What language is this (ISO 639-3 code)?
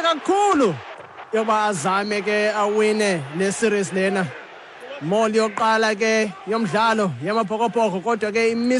xho